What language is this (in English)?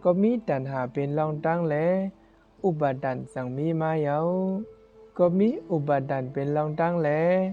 Shan